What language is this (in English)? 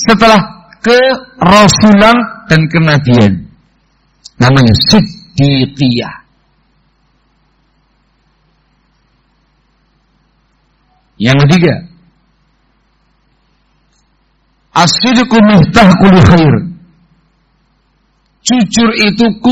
Indonesian